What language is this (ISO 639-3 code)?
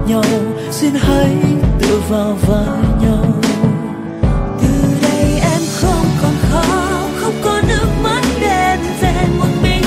vie